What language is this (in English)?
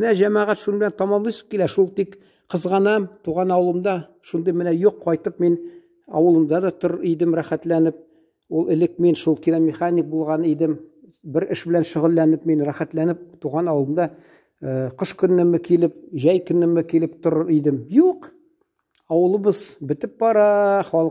Tatar